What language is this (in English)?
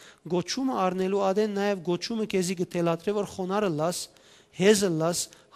Western Armenian